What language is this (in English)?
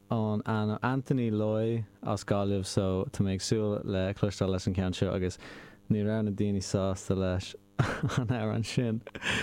Irish